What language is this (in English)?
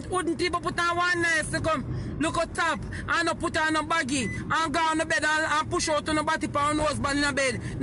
Jamaican Creole English